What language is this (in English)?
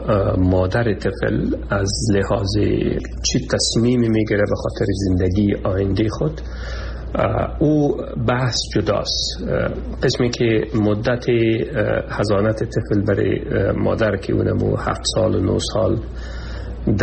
Persian